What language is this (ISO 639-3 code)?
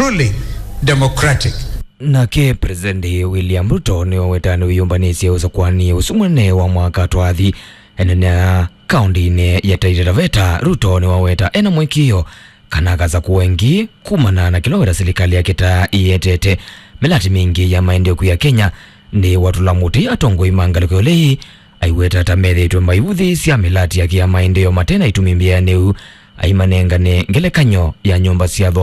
kam